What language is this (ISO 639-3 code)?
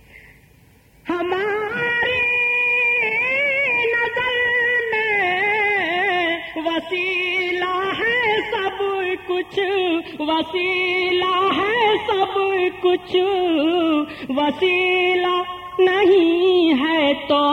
urd